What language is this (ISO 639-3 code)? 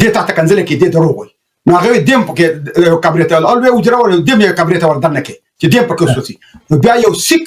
pus